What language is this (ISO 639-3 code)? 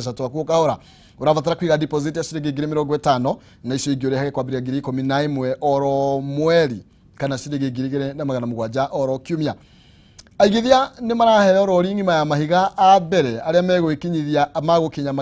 kik